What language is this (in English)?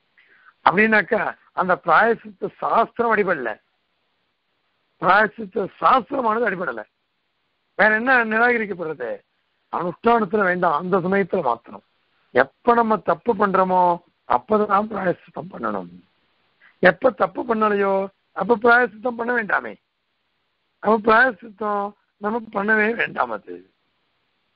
Tamil